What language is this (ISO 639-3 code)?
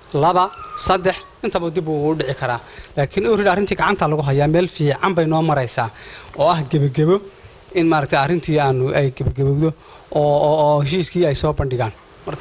som